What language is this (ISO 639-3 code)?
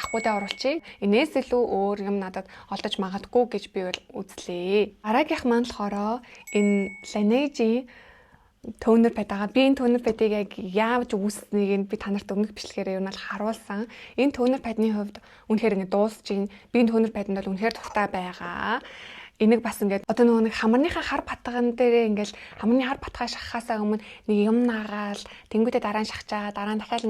mon